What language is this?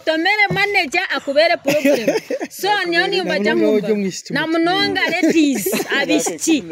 Nyankole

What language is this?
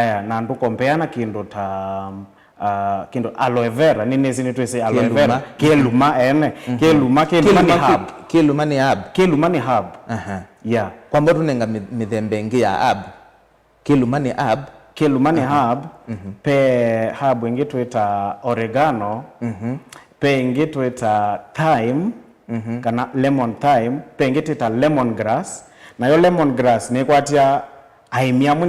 Kamba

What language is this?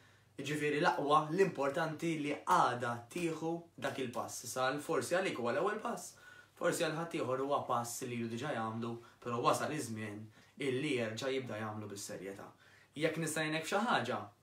Maltese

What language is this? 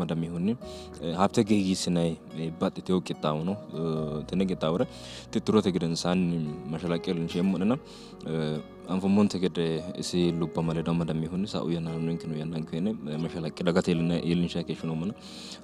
Sidamo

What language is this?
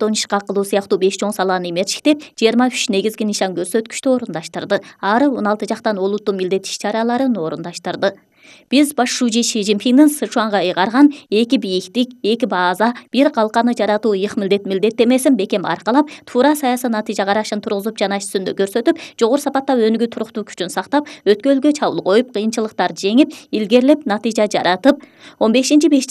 Kyrgyz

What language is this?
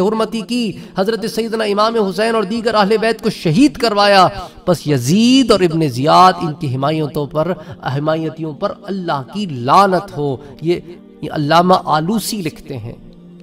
Urdu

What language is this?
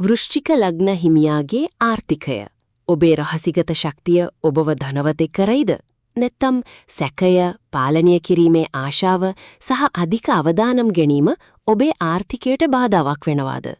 Sinhala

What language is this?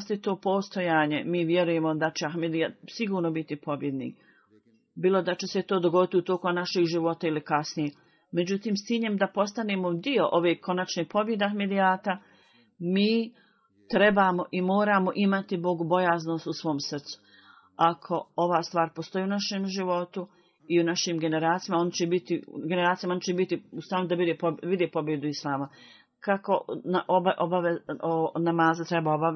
Bosnian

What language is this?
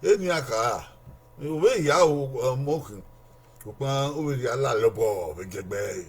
Bini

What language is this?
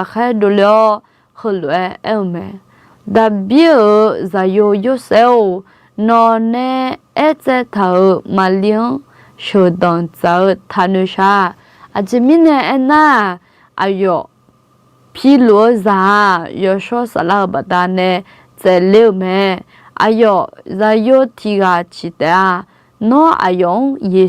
Akha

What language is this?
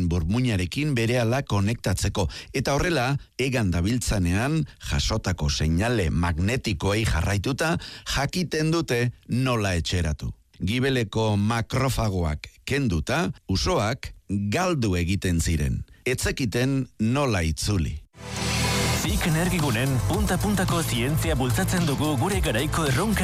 Basque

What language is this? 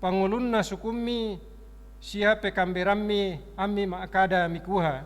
Toraja-Sa'dan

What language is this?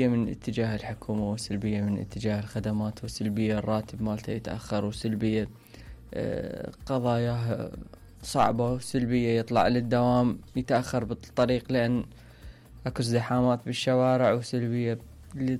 Mesopotamian Arabic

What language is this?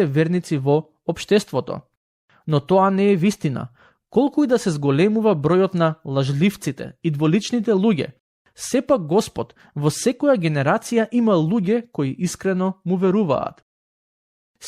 Macedonian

